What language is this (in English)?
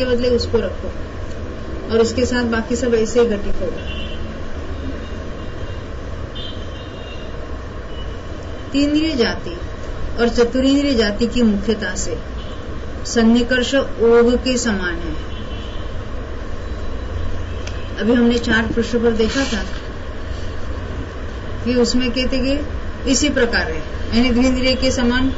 Hindi